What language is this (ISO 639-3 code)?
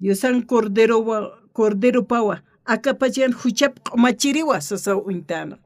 aym